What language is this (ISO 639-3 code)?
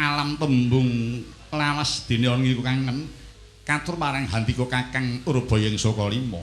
jav